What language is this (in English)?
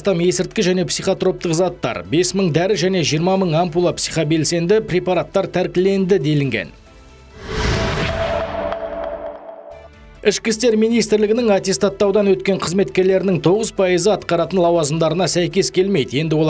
Kazakh